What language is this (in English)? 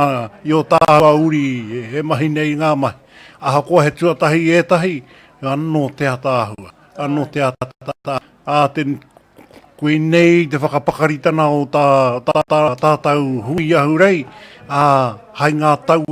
Māori